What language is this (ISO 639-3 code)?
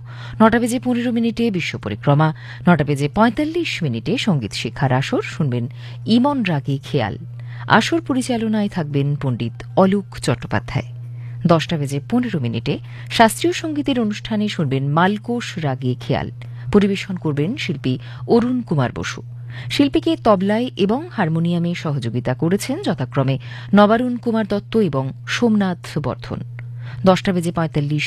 ben